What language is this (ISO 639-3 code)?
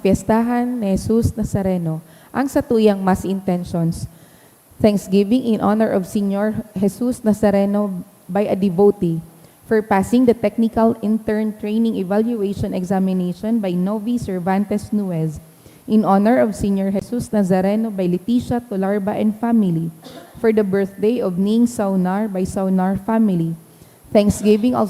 bik